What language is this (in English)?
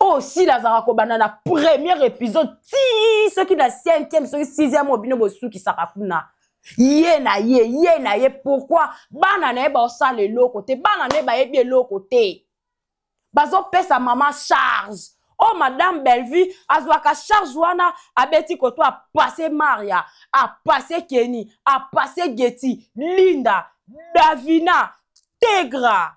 Lingala